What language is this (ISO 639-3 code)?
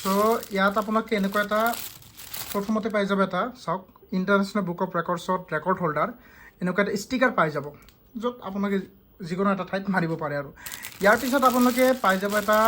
asm